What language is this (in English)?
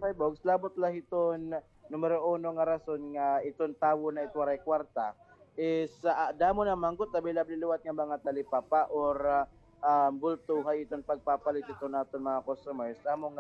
Waray